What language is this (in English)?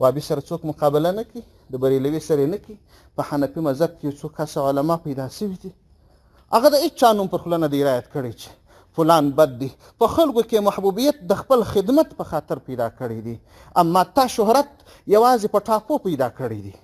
Pashto